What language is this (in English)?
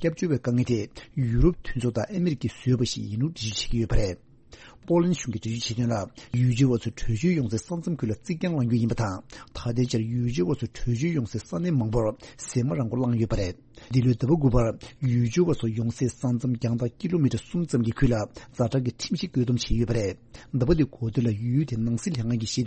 Tibetan